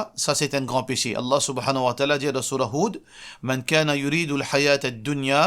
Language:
Morisyen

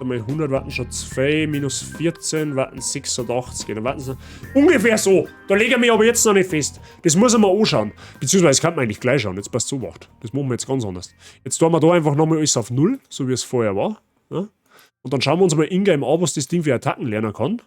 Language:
Bavarian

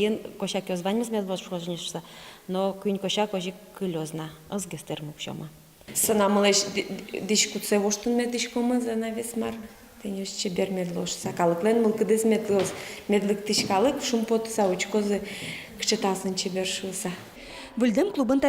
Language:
Udmurt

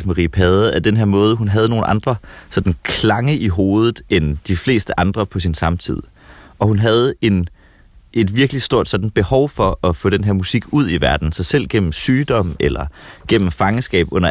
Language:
Danish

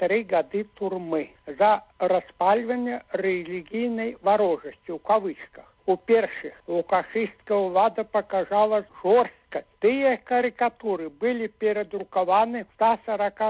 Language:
Belarusian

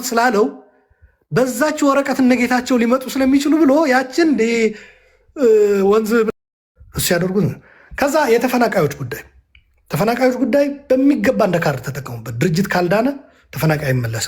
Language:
Amharic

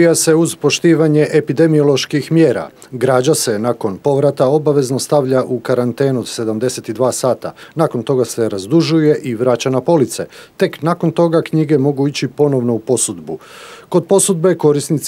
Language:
Croatian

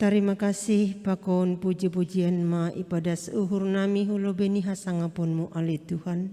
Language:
Batak Simalungun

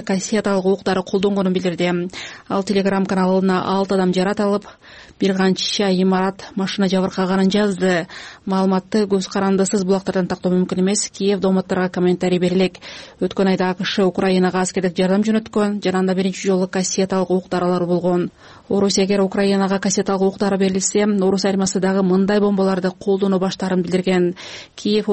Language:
Kyrgyz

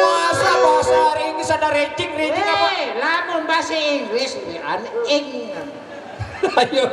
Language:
Sasak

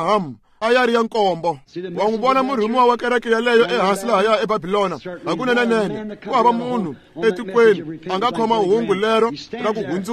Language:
Tsonga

